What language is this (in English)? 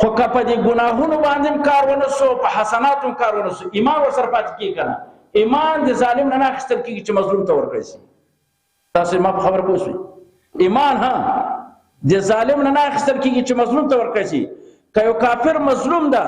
Pashto